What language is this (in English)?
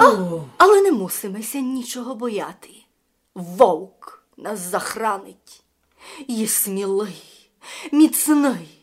Rusyn